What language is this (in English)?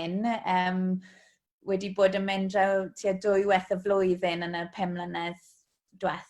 Welsh